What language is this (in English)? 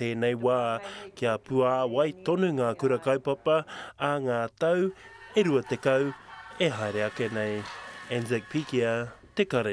Māori